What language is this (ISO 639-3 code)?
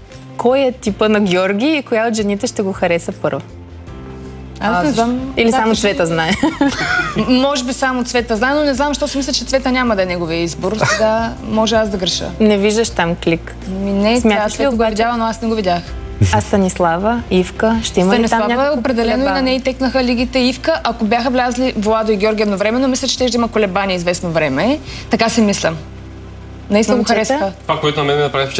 bul